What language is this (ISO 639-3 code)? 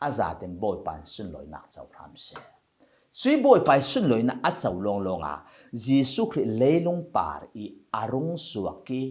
cfm